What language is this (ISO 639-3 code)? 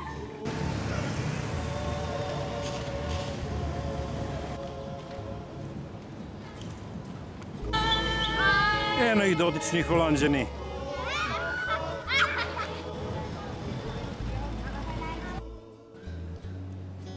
srp